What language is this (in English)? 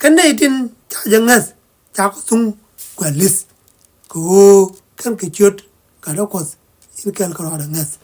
Nuer